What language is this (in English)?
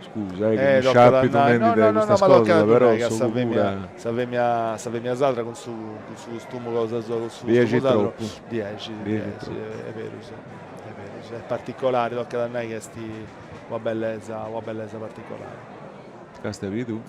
Sardinian